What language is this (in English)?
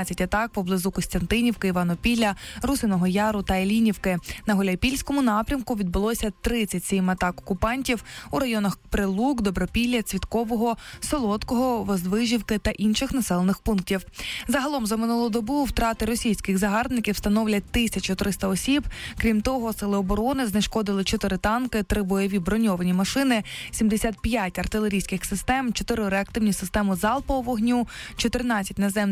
Ukrainian